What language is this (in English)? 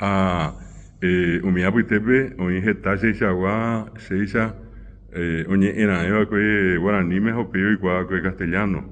Guarani